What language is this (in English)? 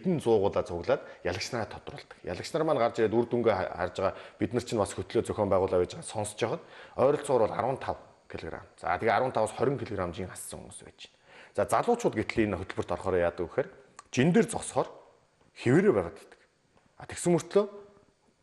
Mongolian